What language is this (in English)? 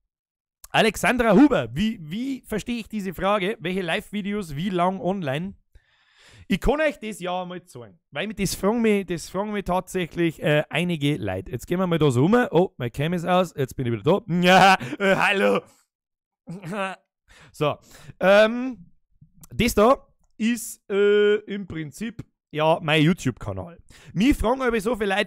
Bavarian